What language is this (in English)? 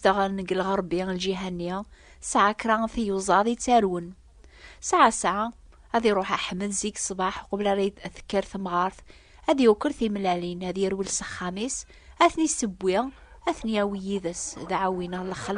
Kabyle